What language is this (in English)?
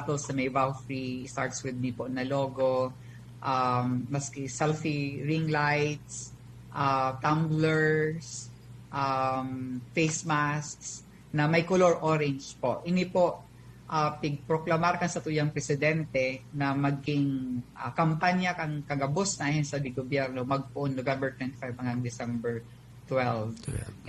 Bikol